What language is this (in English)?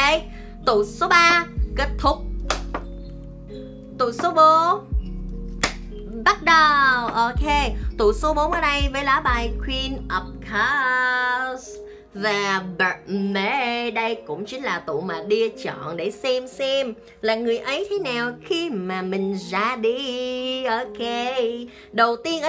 Vietnamese